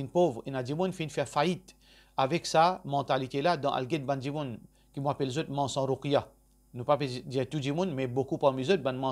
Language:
Morisyen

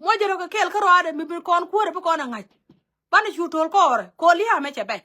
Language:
Nuer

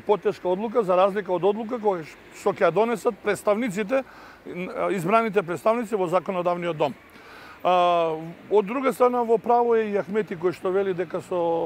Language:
Macedonian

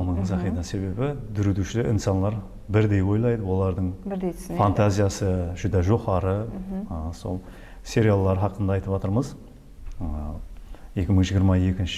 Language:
Kara-Kalpak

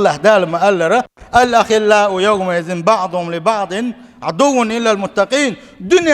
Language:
Chechen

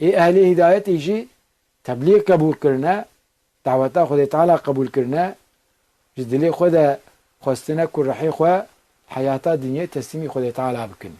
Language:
Kurdish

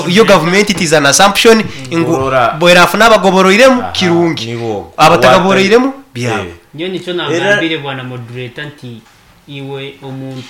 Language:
Nyankole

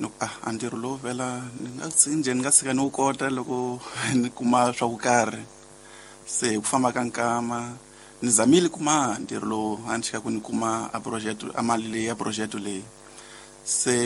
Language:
Tsonga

